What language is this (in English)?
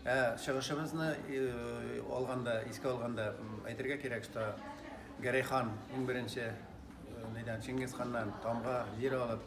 Bashkir